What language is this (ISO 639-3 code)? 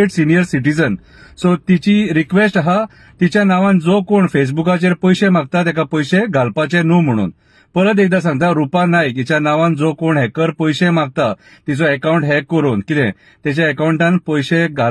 kok